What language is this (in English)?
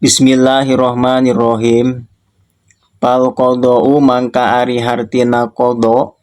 Sundanese